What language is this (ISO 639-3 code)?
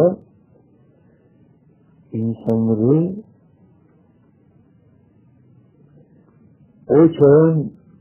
tur